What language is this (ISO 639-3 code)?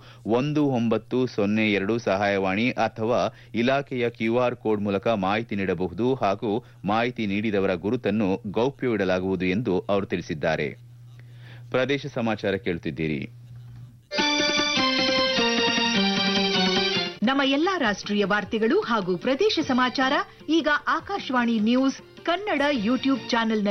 kan